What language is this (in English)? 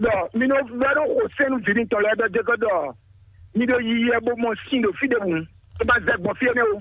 Fon